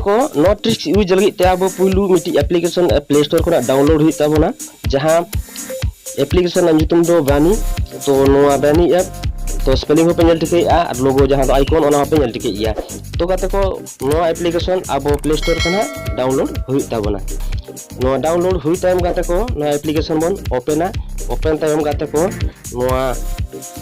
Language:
Santali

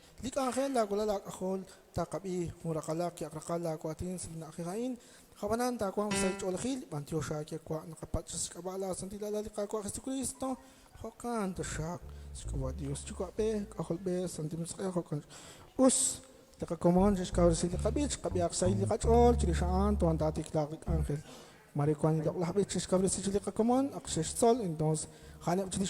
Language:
Kekchí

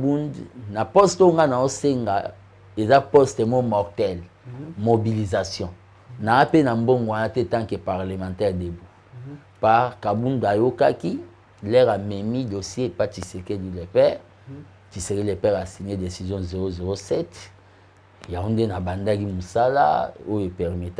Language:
Lingala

